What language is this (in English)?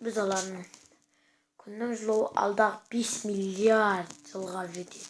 Kazakh